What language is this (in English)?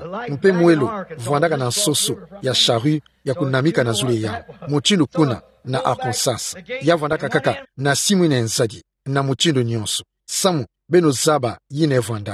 Kituba (Democratic Republic of Congo)